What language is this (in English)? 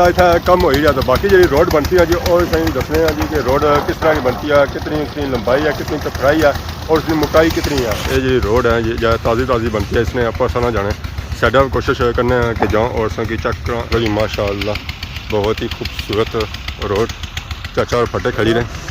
Pahari-Potwari